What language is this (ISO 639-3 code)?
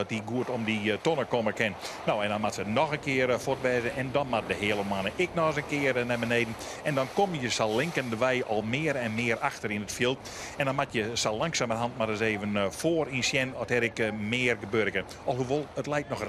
fry